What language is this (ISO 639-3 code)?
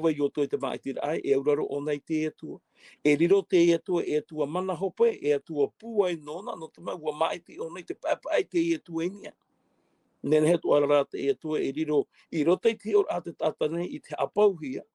tah